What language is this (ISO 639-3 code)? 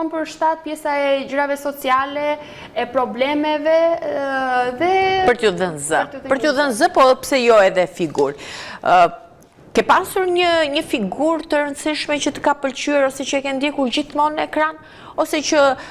sqi